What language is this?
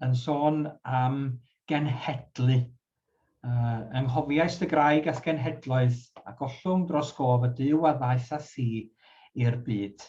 Welsh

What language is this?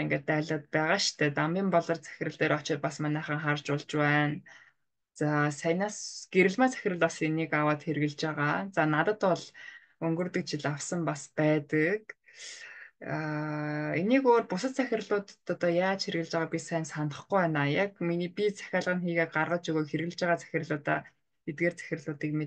Mongolian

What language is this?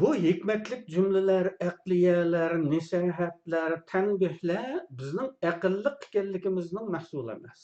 Uyghur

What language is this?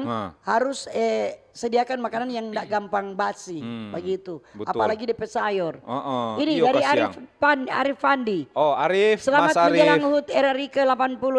Manado Malay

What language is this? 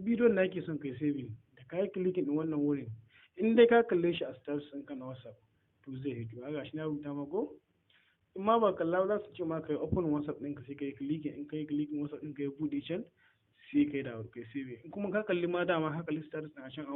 Hausa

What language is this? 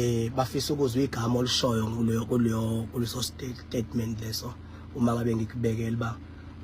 Zulu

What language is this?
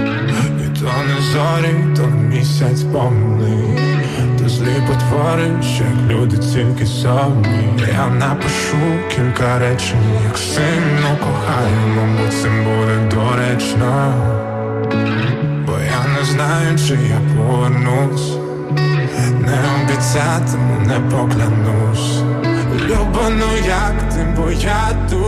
Ukrainian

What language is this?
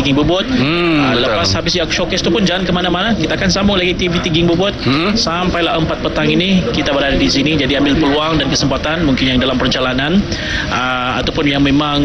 Malay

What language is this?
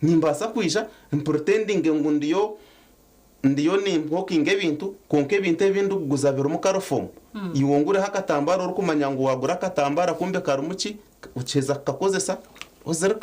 Nyankole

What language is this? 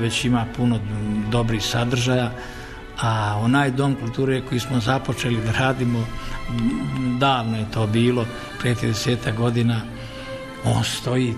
Serbian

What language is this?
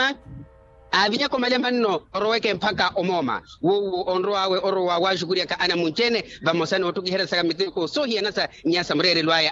Makhuwa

